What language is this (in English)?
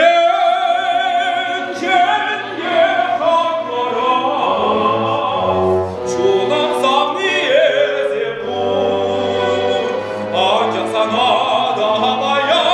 Chuvash